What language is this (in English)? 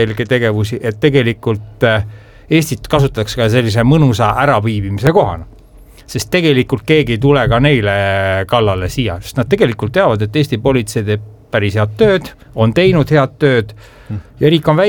Estonian